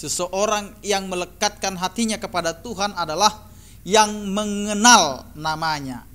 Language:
Batak Toba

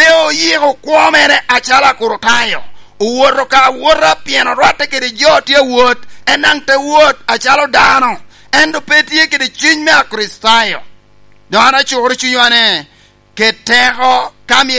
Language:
Lango (Uganda)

